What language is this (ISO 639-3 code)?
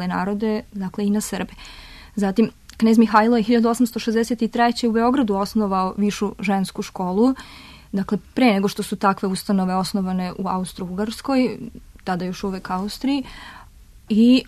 srp